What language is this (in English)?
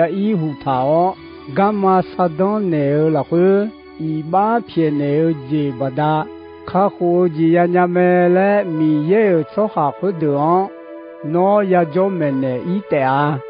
Akha